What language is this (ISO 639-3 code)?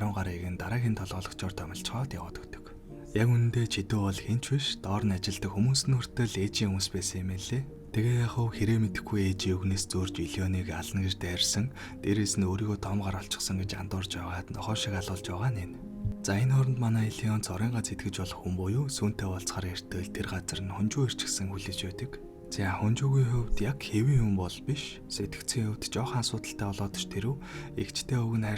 mon